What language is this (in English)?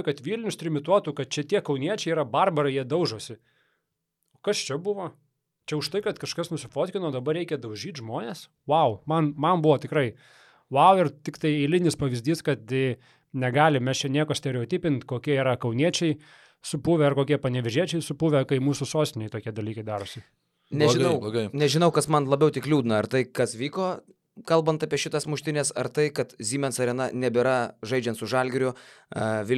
Lithuanian